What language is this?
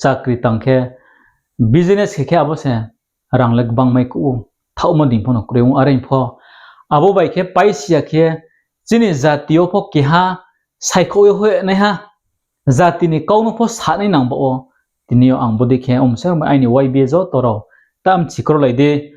Riang (India)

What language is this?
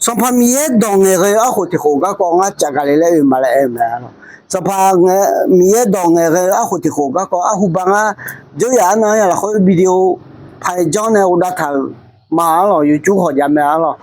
Akha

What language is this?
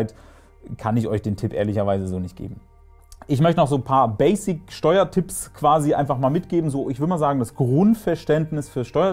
German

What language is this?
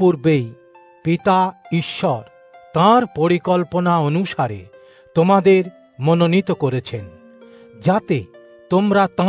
Bangla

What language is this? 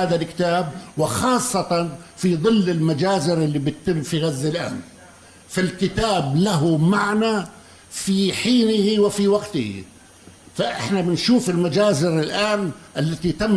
North Levantine Arabic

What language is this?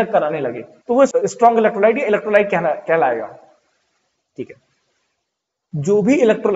Hindi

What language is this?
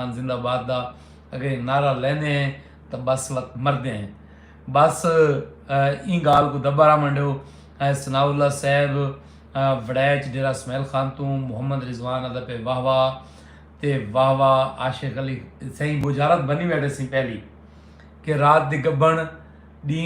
Saraiki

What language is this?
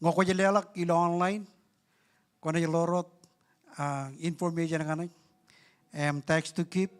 Marshallese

